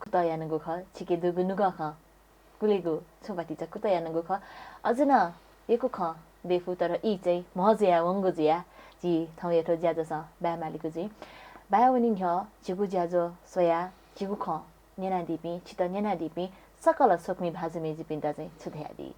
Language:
Newari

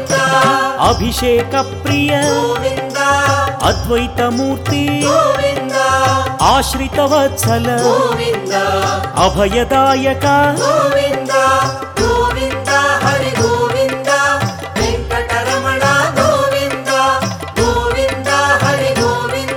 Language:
Telugu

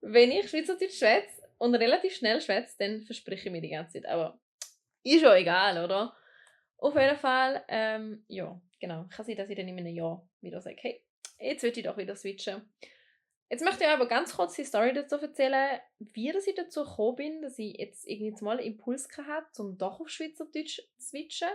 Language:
Swiss German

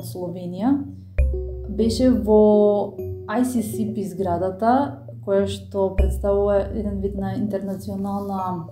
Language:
Macedonian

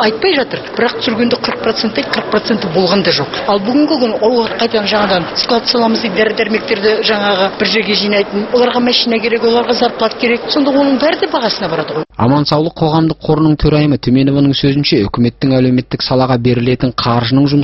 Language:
Kazakh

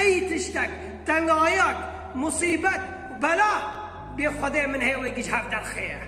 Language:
Kurdish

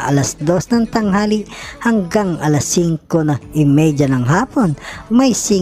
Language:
Filipino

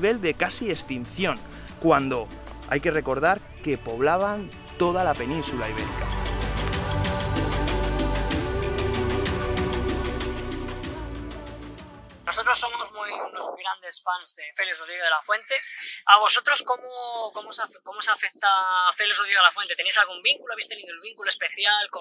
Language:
Spanish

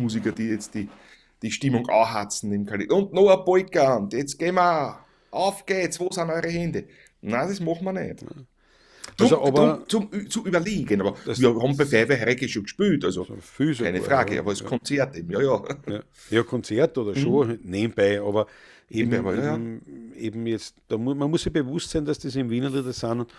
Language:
Bavarian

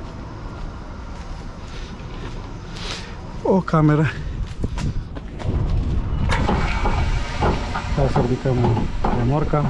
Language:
Romanian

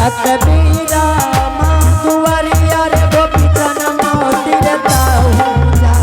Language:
Angika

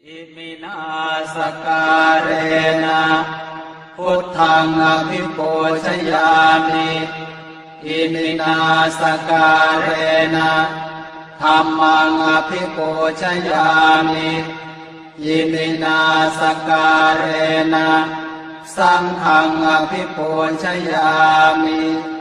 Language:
Pali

